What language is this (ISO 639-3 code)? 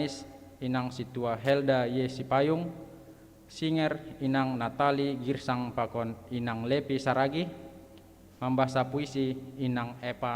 bts